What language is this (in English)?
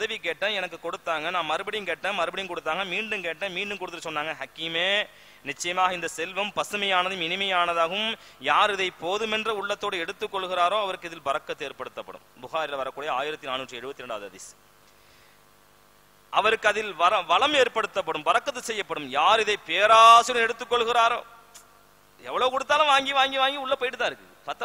Tamil